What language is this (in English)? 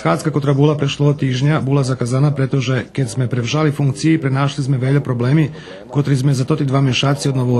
Rusyn